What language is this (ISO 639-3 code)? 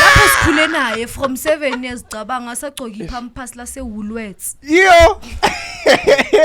zul